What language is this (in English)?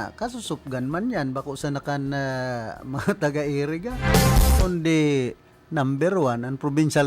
Bikol